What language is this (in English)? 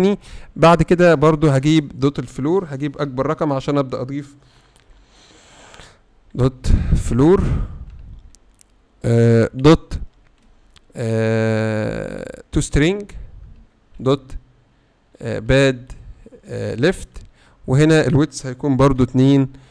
Egyptian Arabic